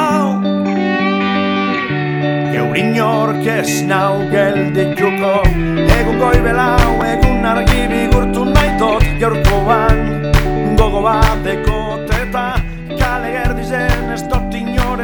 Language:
Basque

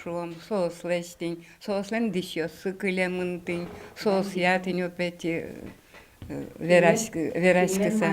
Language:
Udmurt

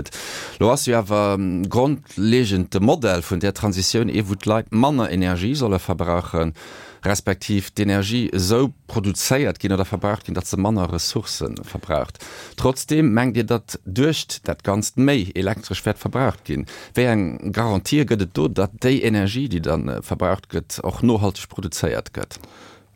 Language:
Luxembourgish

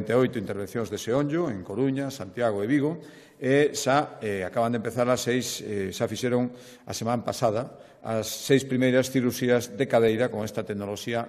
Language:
Galician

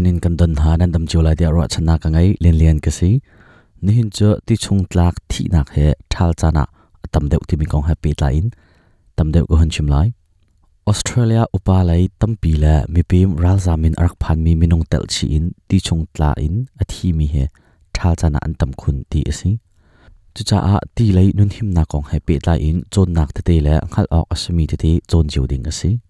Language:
Hakha Chin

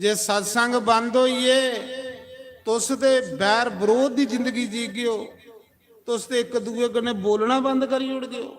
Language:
Dogri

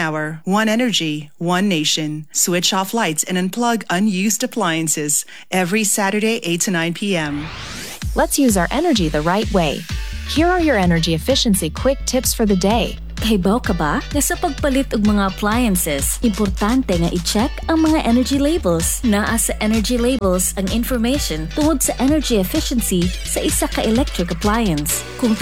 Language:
Cebuano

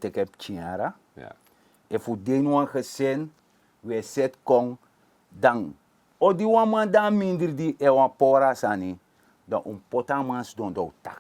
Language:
Sranan Tongo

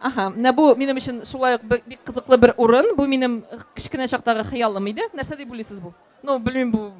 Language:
Tatar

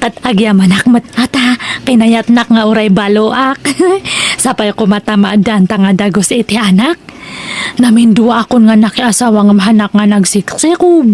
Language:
Iloko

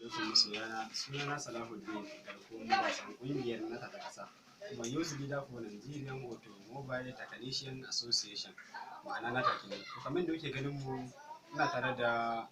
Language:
Hausa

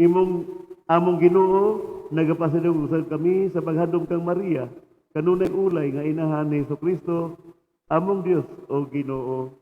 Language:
Cebuano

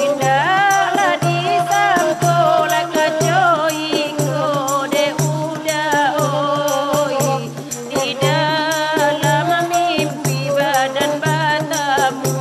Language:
Minangkabau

